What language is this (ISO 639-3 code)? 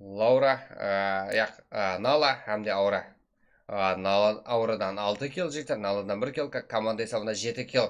kaa